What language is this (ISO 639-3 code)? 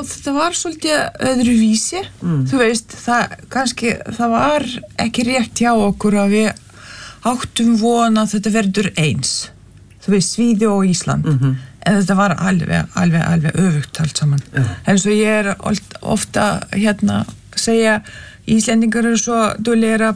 isl